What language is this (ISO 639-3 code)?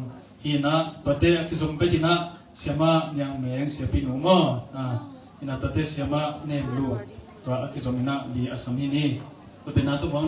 ctd